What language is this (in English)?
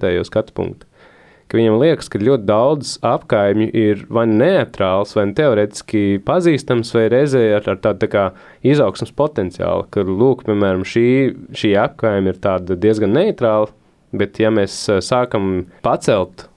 Latvian